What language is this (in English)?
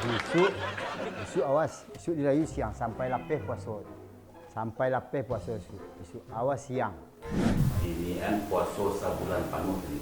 Minangkabau